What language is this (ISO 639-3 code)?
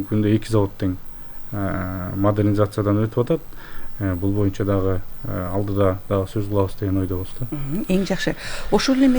kir